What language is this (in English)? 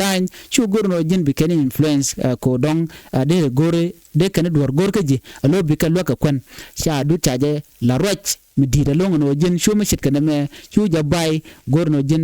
Nuer